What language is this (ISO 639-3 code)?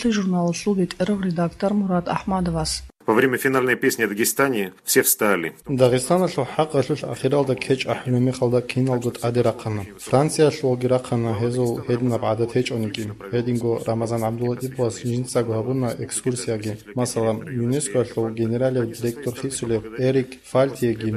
ava